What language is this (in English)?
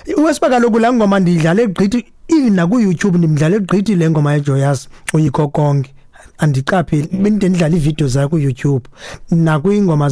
Xhosa